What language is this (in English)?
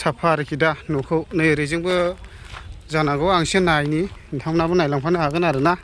Bodo